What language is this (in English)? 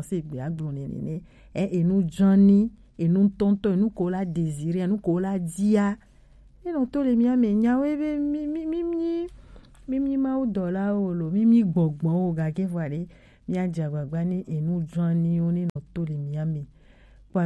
Gen